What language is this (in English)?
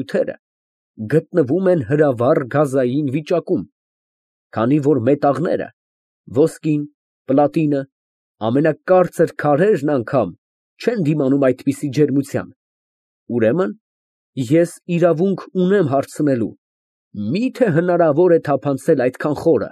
Armenian